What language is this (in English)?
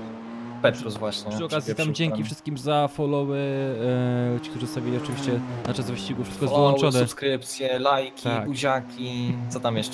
Polish